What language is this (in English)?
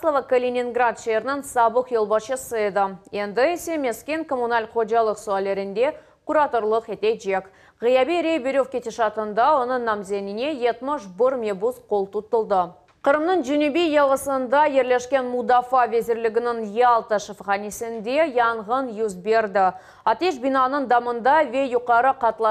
Crimean Tatar